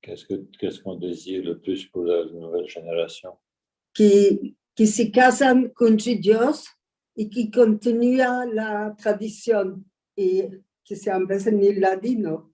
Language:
Ladino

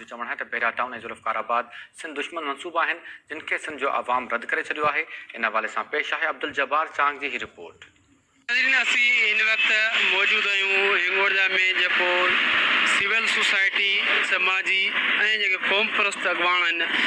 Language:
Sindhi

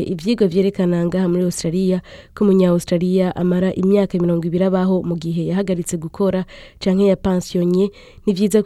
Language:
Rundi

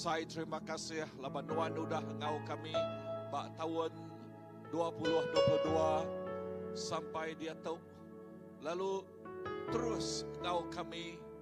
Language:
Iban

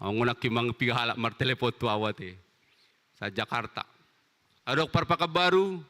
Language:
Batak Toba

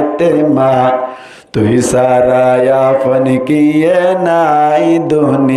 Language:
Rohingya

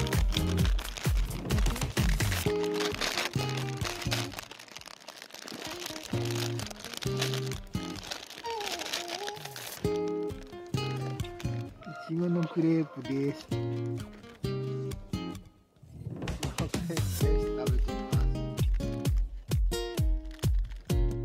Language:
Japanese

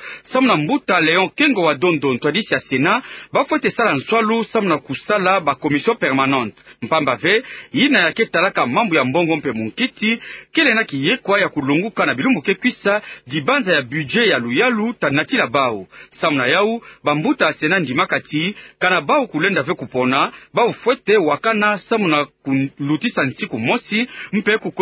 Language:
Kituba (Democratic Republic of Congo)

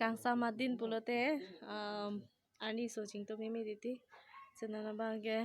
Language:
Karbi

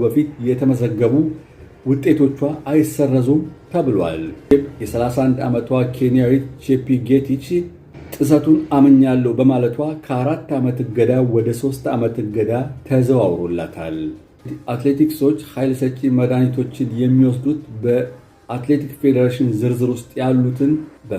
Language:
Amharic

